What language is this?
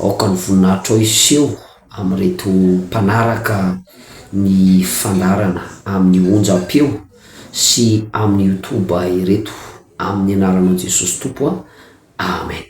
Malagasy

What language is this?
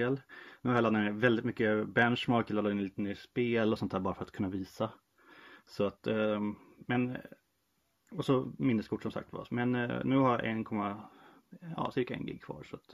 Swedish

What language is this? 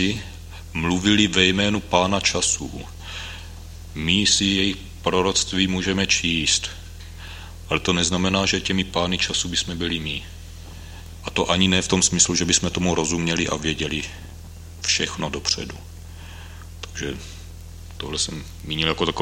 Czech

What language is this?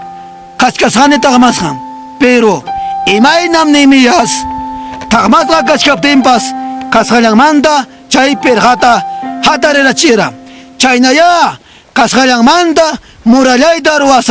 Ayacucho Quechua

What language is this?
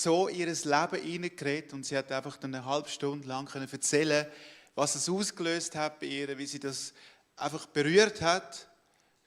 Swiss German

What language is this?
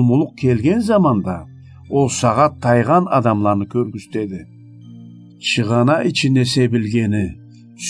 Karachay-Balkar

